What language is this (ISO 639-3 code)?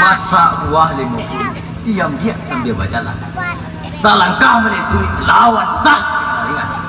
min